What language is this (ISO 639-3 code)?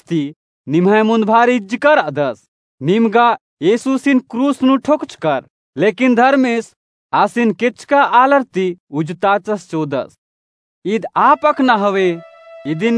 kru